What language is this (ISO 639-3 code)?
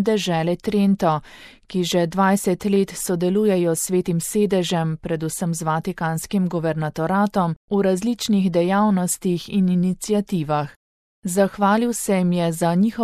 slv